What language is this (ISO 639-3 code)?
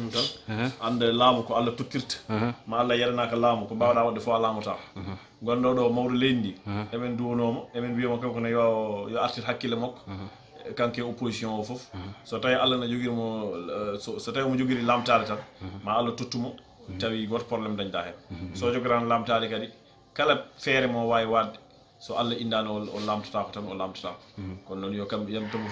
ful